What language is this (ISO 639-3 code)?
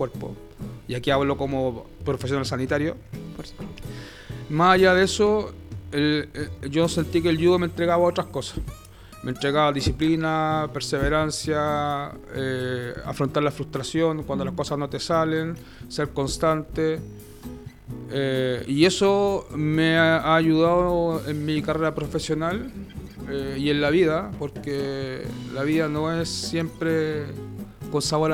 spa